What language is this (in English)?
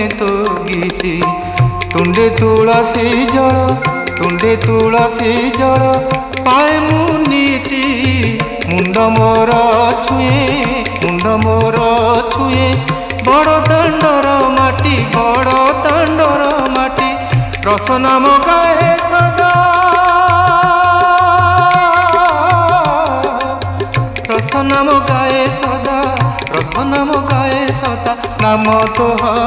Odia